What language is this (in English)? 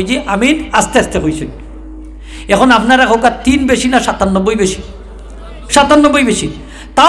Sylheti